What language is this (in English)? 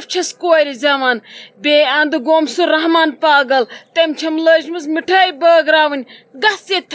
Kashmiri